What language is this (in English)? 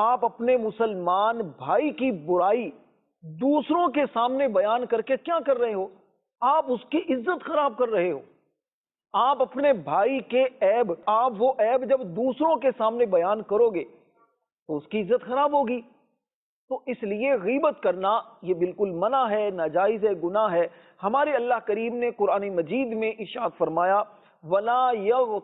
Urdu